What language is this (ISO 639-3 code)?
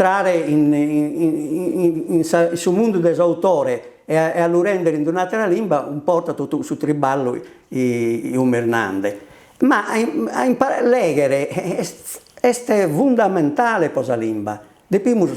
srd